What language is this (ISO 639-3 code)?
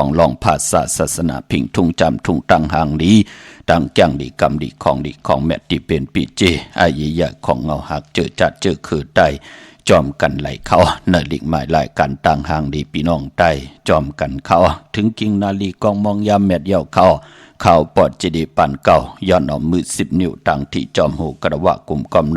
shn